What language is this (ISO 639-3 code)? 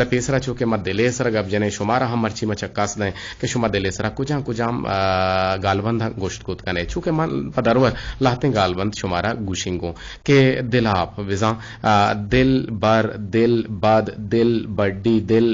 bgp